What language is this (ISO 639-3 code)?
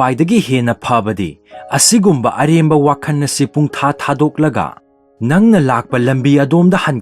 mni